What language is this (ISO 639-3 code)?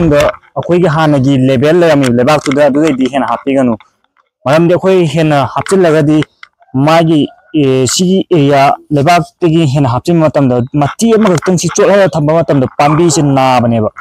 mni